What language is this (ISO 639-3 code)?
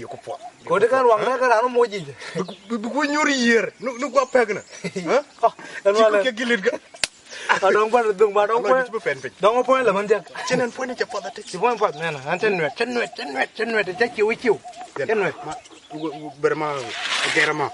nus